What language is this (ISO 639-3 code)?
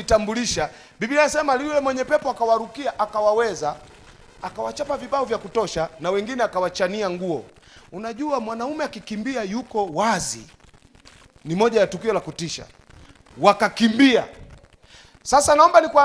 swa